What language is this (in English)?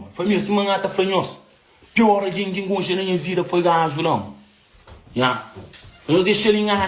Kabuverdianu